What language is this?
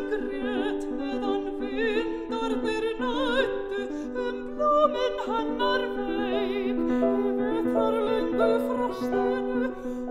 Icelandic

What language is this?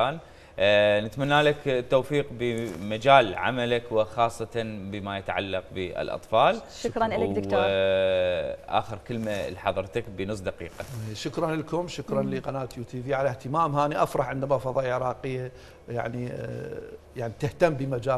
Mesopotamian Arabic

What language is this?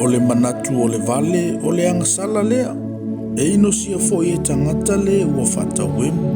Samoan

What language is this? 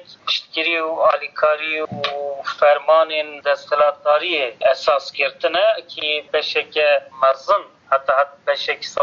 Kurdish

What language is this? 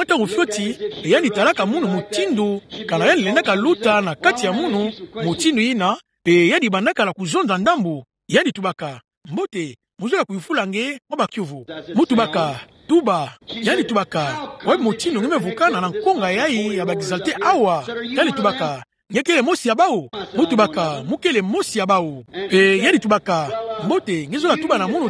Kituba (Democratic Republic of Congo)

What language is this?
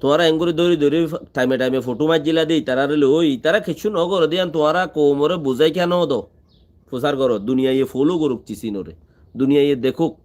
Rohingya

